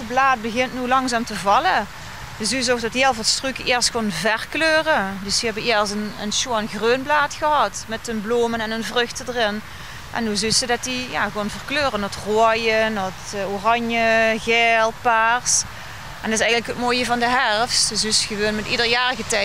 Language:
Limburgish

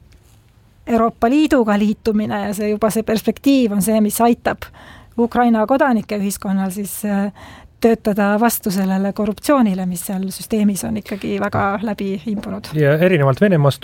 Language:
Estonian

